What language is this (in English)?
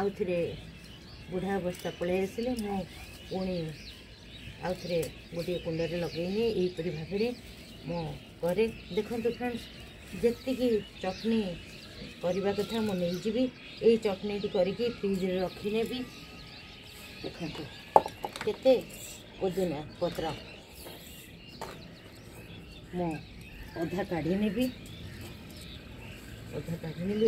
Odia